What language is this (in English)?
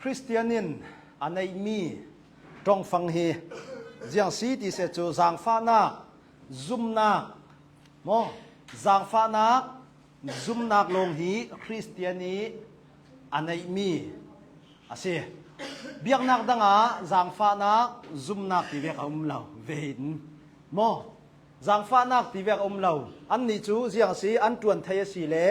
Hakha Chin